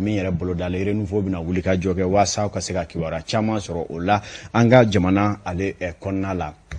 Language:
Bambara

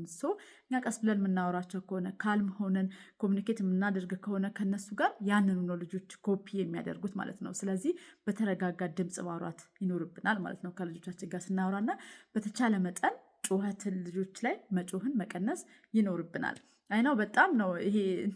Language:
Amharic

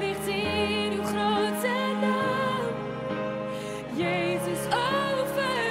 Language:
Dutch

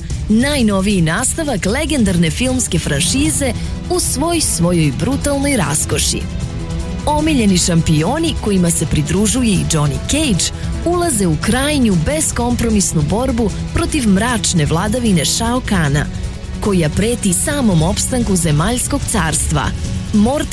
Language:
Serbian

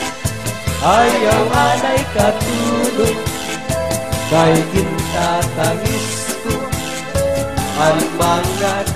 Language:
Waray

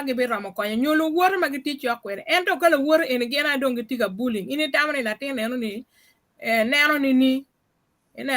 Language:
Acoli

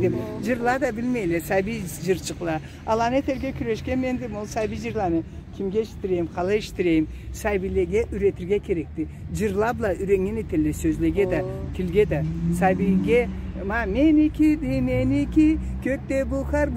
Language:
Karachay-Balkar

